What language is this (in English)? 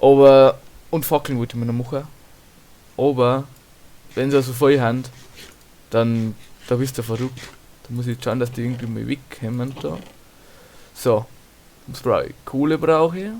Bavarian